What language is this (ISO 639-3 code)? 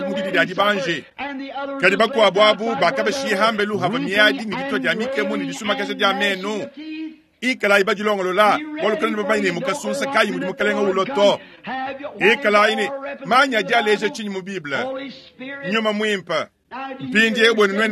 lua